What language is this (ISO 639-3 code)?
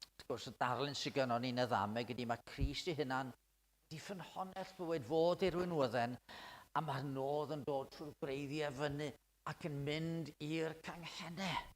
cym